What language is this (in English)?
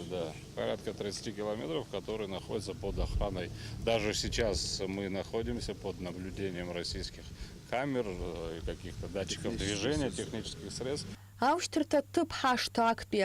Abkhazian